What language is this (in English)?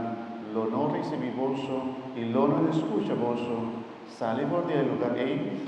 Papiamento